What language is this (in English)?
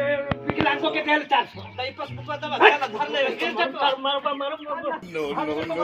Magahi